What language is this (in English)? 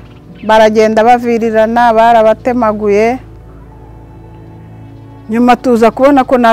Kinyarwanda